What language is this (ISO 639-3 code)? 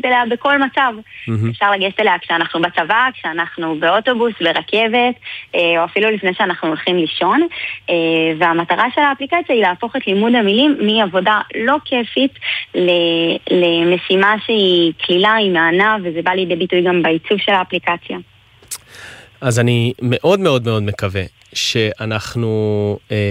heb